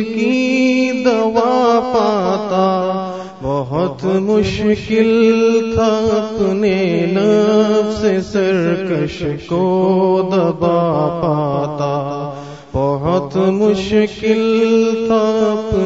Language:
Urdu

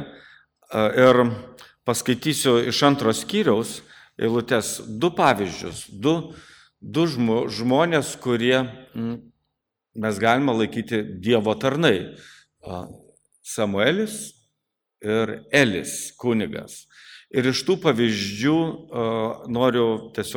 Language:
Lithuanian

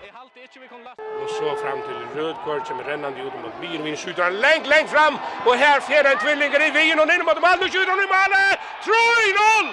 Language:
Faroese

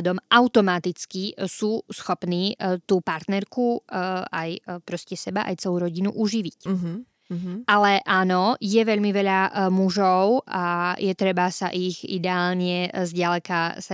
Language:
Slovak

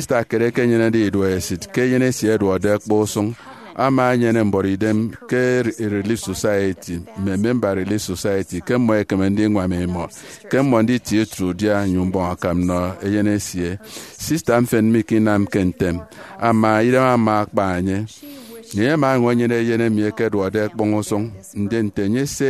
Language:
Efik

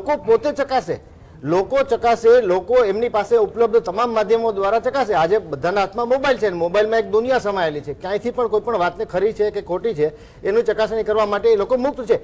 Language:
Gujarati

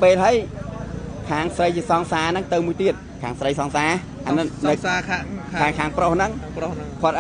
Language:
Khmer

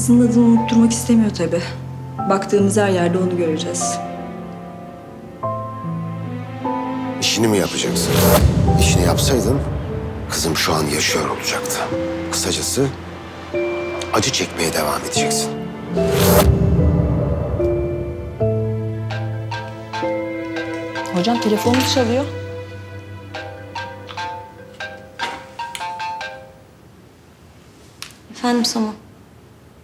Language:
Turkish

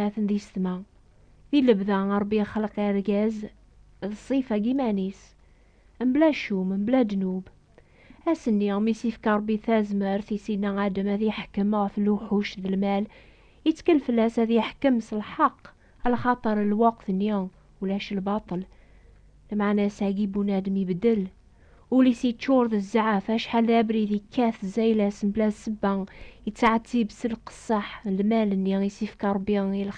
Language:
Kabyle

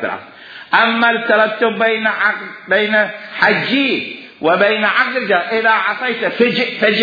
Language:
Mesopotamian Arabic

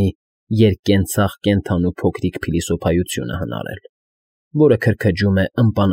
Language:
Armenian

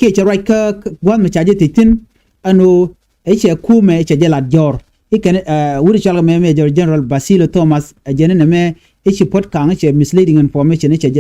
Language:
Nuer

